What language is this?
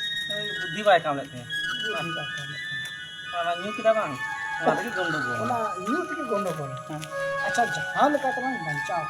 Santali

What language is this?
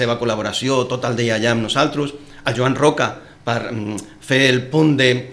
Catalan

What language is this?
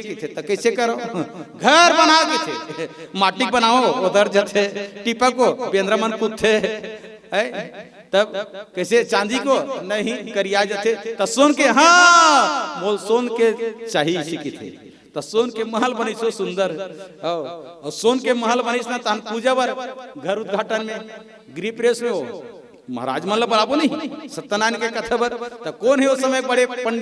Chhattisgarhi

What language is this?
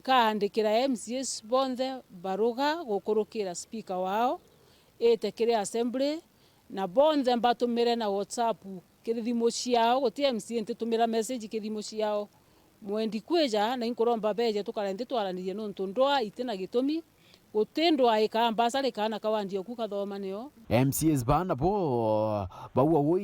Meru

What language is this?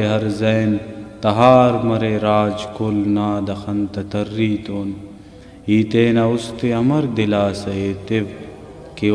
Brahui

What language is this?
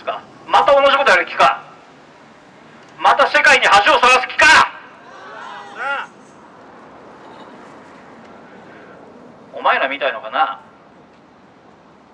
Japanese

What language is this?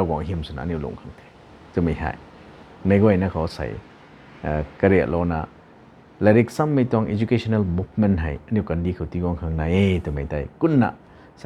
Rongmei Naga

